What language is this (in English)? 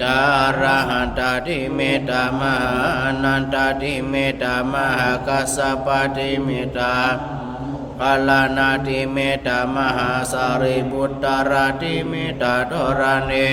Pali